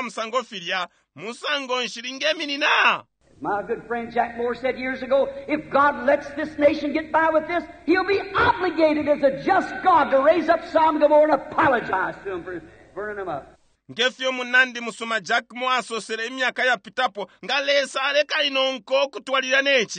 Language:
Bemba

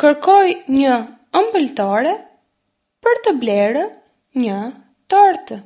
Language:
Albanian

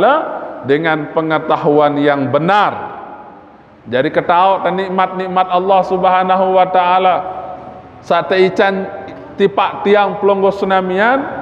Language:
Sasak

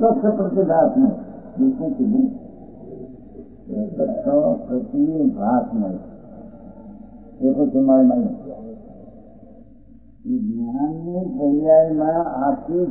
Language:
Gujarati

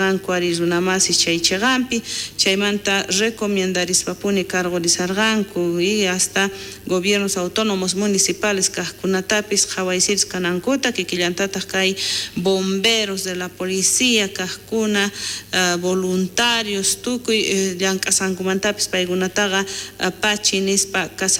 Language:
South Bolivian Quechua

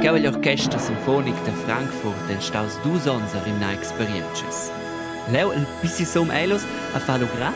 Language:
Romansh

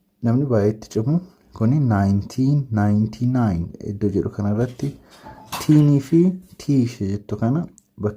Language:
Oromo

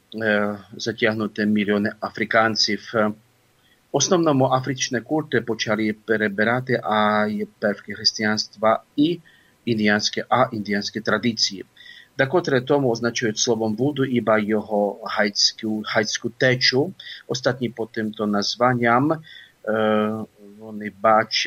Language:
Ukrainian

